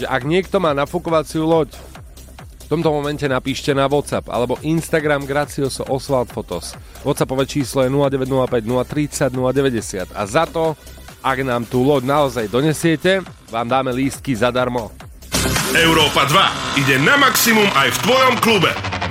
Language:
Slovak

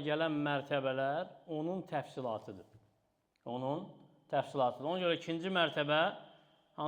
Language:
Azerbaijani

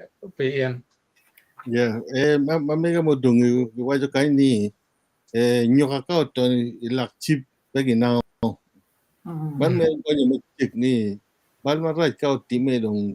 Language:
Acoli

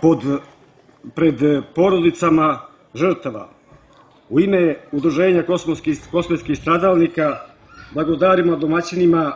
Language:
Serbian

